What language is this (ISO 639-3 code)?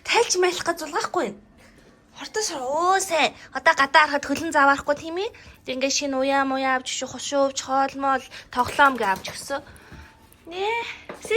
mon